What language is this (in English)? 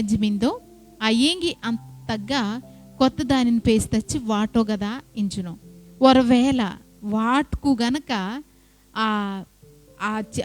Koya